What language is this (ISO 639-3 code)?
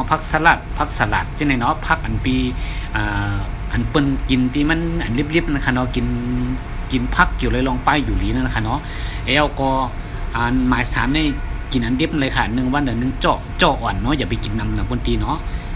shn